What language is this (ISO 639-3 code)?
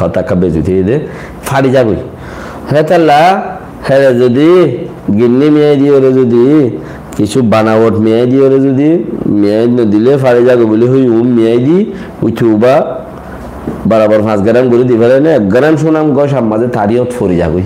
rhg